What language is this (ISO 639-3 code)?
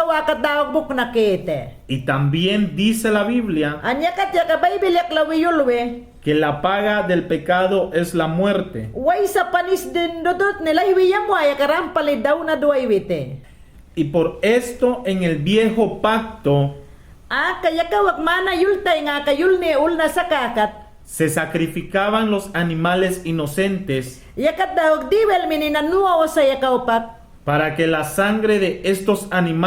yan